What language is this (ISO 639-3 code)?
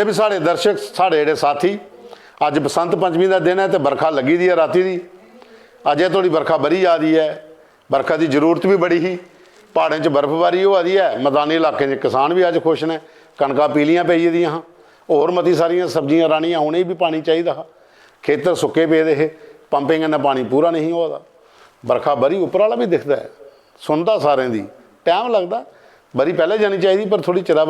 doi